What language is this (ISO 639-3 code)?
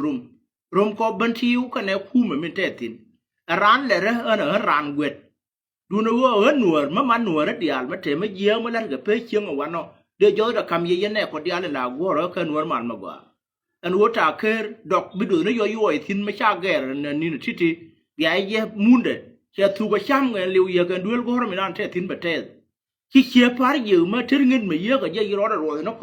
nus